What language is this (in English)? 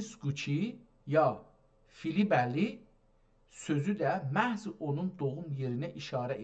South Azerbaijani